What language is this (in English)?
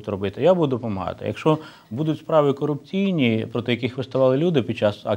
Ukrainian